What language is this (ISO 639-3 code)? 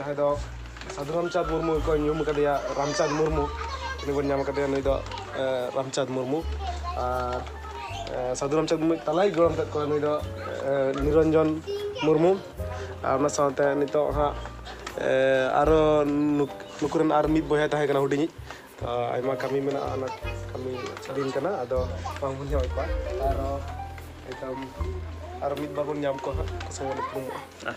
sat